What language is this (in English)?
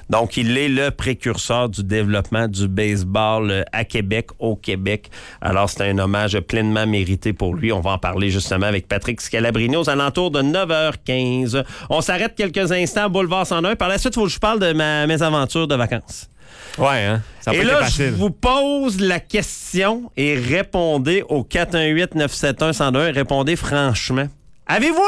French